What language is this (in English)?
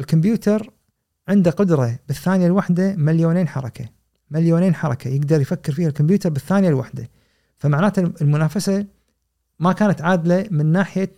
Gulf Arabic